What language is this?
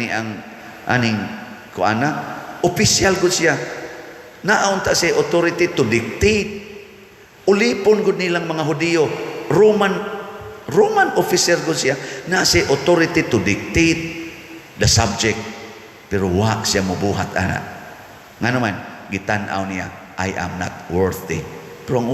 Cebuano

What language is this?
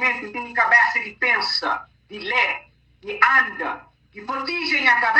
Kabuverdianu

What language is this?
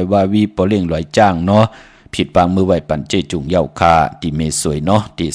Shan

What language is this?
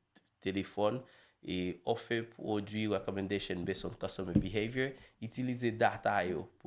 Haitian Creole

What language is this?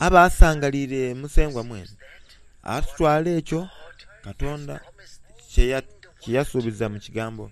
Soga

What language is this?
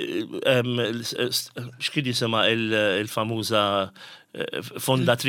Maltese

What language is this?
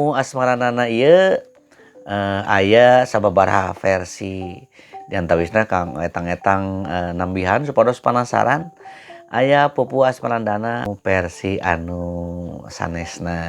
Sundanese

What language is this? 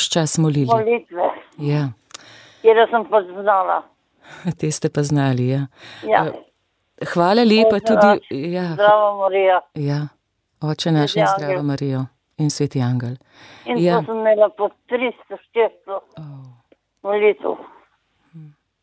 Slovenian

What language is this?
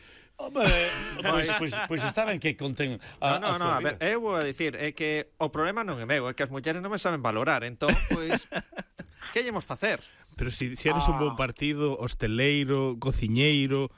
Galician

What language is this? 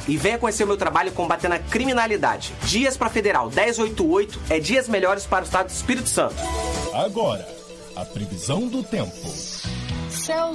Portuguese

